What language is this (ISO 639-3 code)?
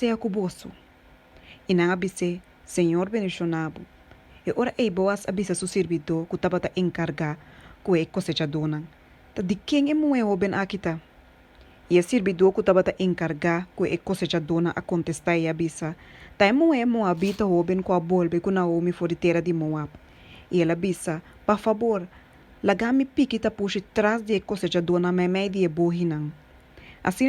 pap